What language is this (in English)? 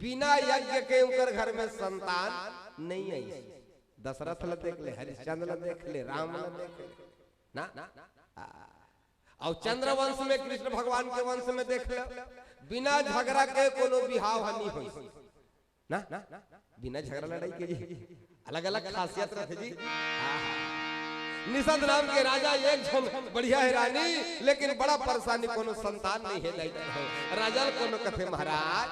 Chhattisgarhi